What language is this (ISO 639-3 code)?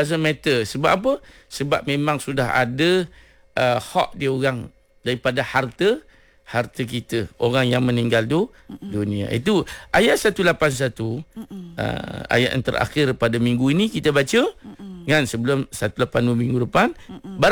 msa